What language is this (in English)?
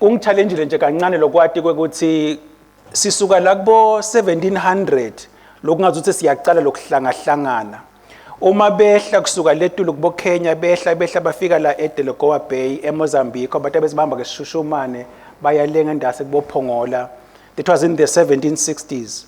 Swati